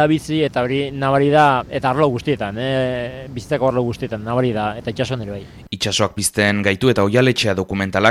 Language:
Basque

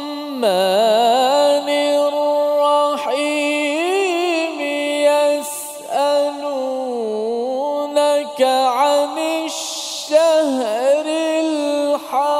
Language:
Malay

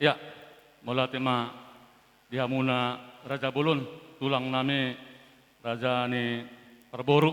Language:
Batak Toba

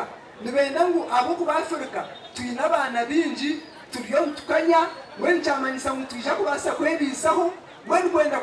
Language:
Nyankole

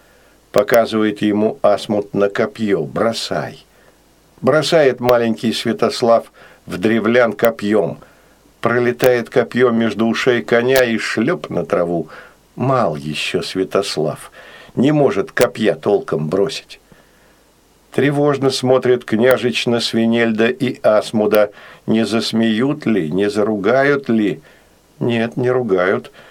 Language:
Russian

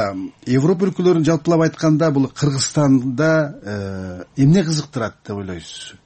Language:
Kyrgyz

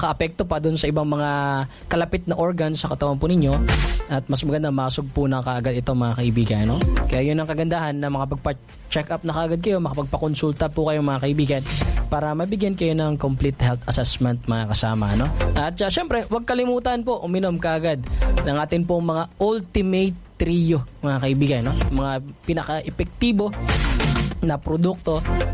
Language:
Filipino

